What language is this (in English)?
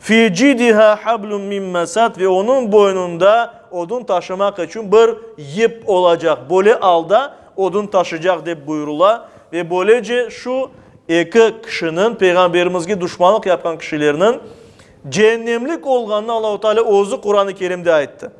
Crimean Tatar